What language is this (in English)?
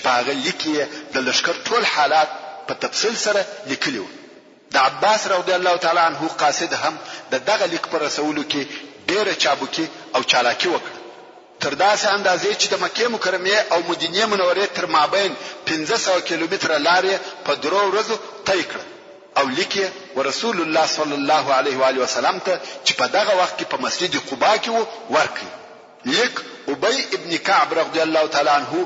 Pashto